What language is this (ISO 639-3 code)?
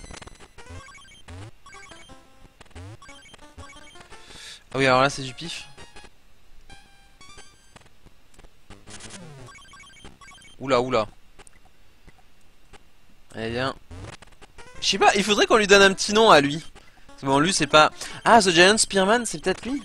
fra